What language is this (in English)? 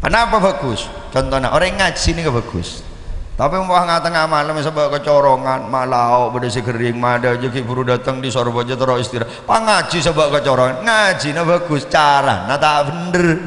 Madurese